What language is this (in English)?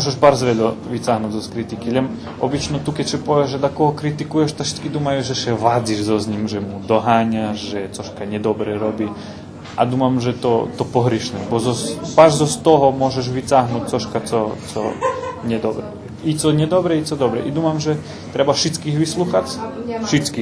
Rusyn